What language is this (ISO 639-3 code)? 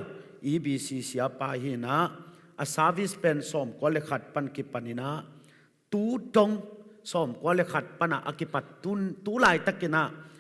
ctd